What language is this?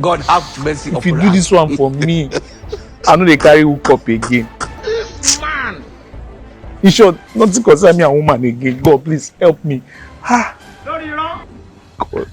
Nigerian Pidgin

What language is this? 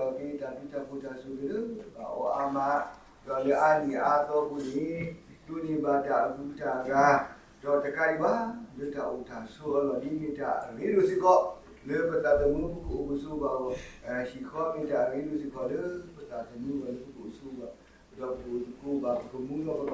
S'gaw Karen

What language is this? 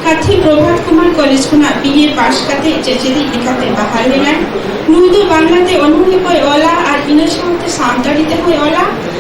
Santali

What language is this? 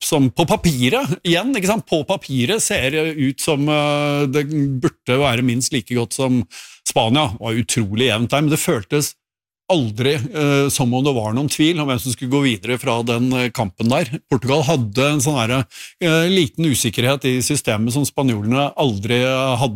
Norwegian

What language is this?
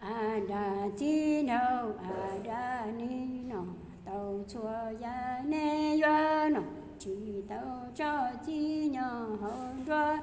Hmong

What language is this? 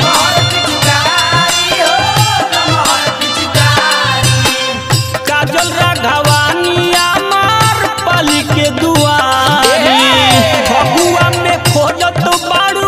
Bhojpuri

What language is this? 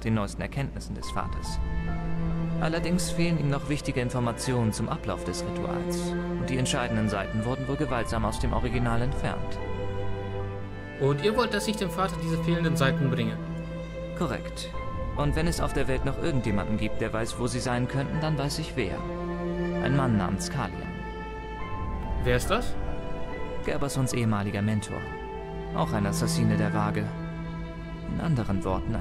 German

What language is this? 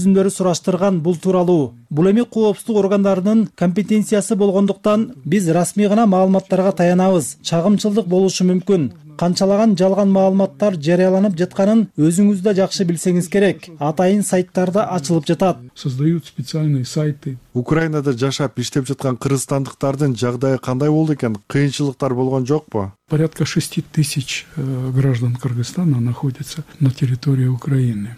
Kyrgyz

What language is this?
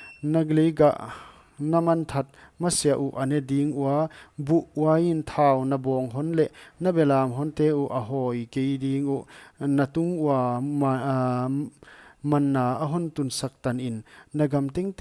Paite Chin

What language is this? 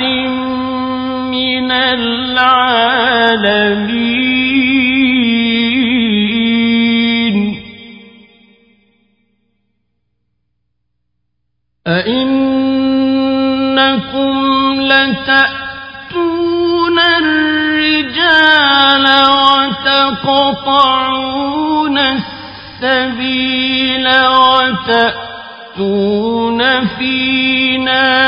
Arabic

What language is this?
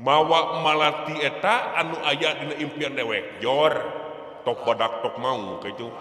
Sundanese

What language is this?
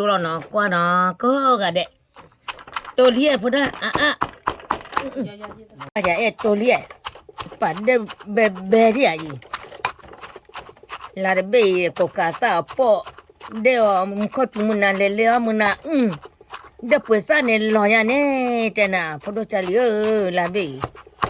S'gaw Karen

